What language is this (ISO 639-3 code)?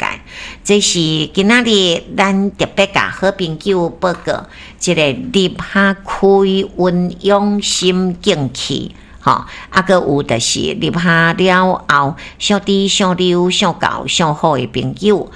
nan